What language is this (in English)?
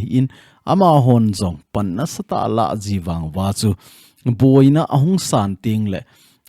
Thado Chin